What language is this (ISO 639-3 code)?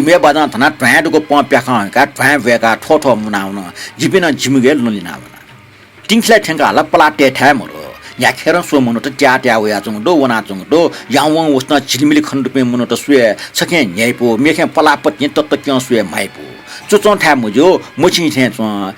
new